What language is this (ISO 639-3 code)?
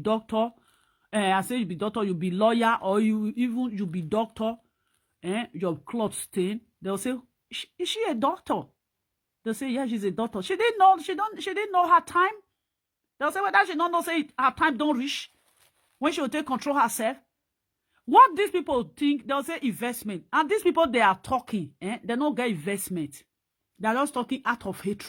pcm